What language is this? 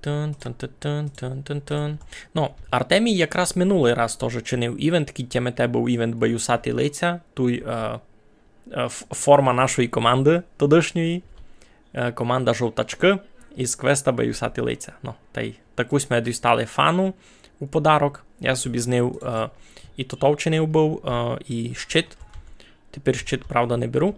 Rusyn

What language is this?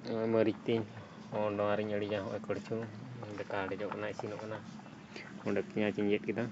Santali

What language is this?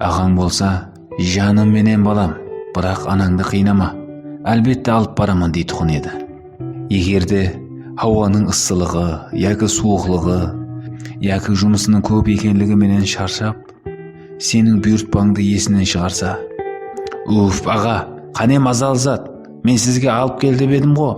Kara-Kalpak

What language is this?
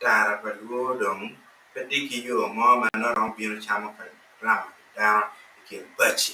Acoli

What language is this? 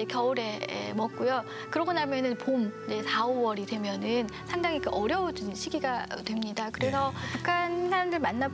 Korean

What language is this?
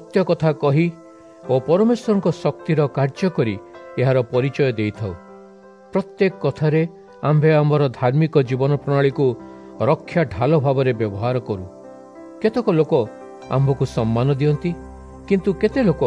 Odia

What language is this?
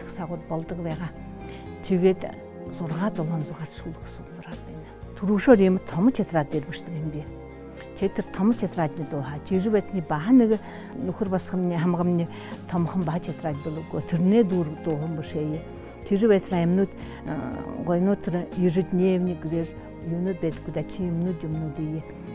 Buriat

